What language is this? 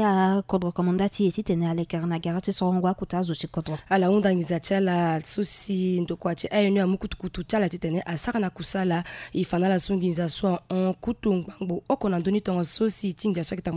Sango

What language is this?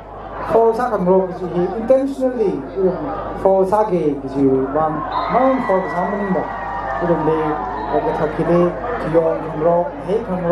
Tangkhul Naga (India)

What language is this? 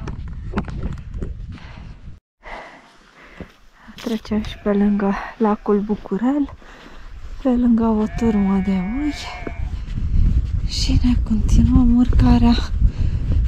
Romanian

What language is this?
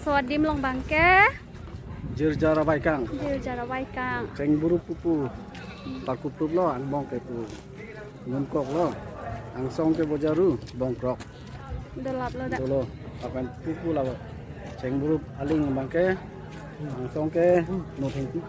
Karbi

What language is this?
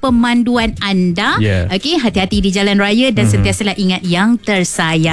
Malay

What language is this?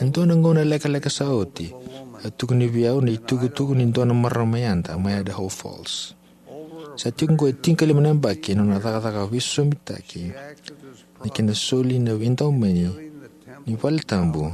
Fijian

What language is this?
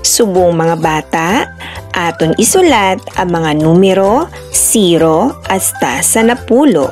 Hiligaynon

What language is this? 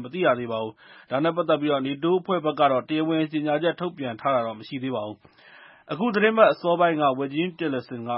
Burmese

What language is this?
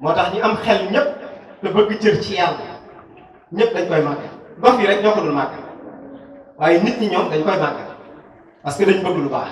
Wolof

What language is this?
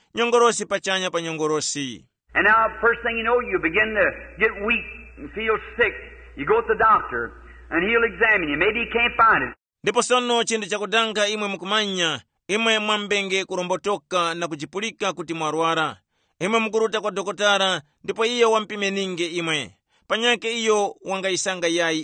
Tumbuka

